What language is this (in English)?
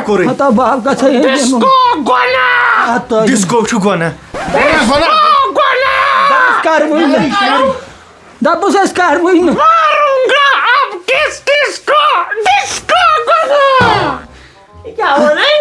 Kashmiri